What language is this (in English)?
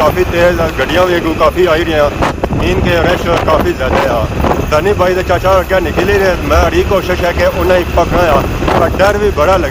Pahari-Potwari